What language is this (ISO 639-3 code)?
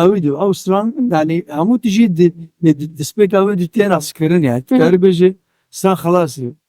kur